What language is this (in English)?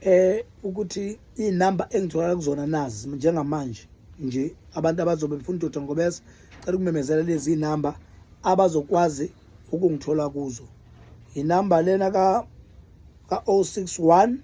Zulu